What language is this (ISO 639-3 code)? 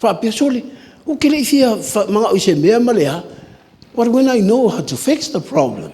smo